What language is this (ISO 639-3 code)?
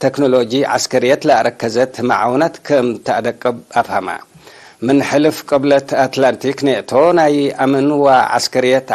tig